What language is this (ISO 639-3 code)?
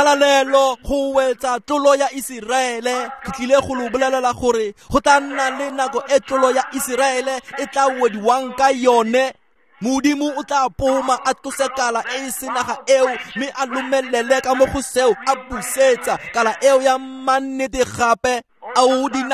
tsn